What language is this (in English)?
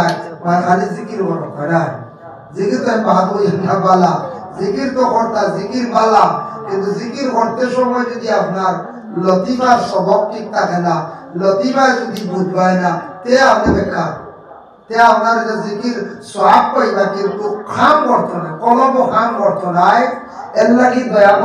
Sylheti